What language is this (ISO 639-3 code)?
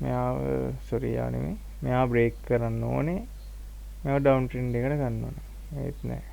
sin